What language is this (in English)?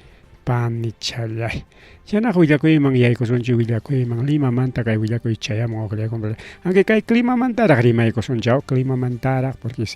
Ayacucho Quechua